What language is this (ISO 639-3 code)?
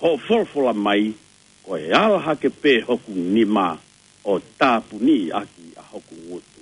ton